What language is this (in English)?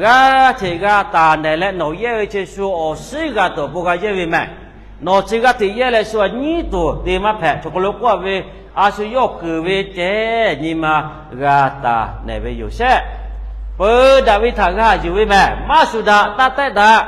Lahu